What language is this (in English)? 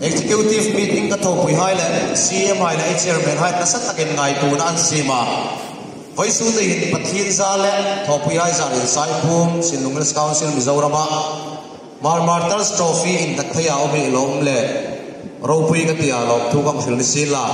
Hmar